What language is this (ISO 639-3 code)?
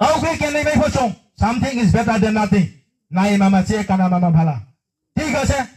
ria